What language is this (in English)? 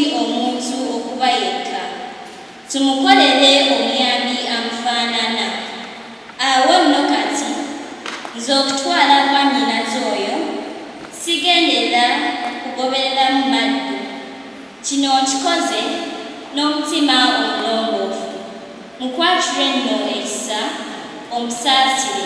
Ganda